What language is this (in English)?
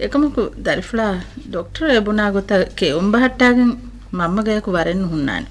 Divehi